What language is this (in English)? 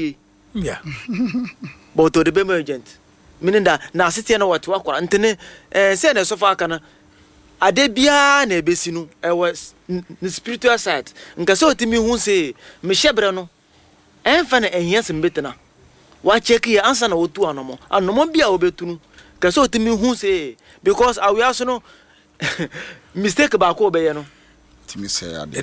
Akan